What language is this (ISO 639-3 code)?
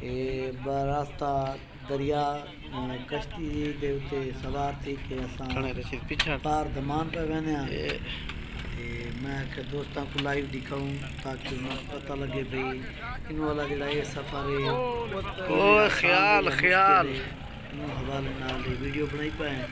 skr